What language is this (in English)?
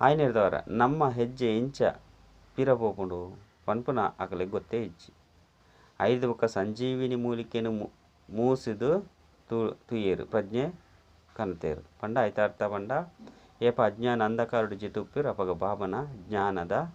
Tulu